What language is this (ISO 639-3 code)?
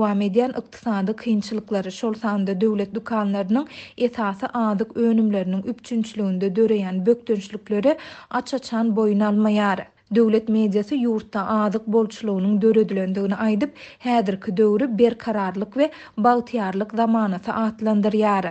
tuk